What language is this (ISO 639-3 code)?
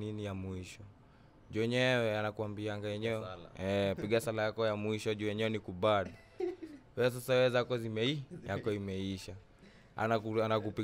swa